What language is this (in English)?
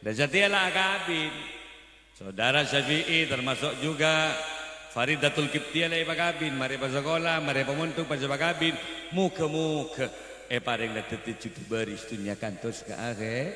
Madurese